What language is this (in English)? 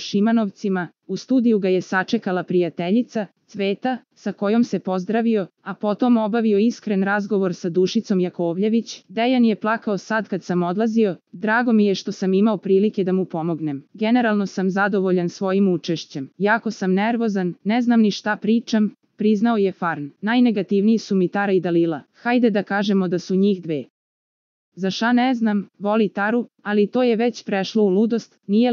Serbian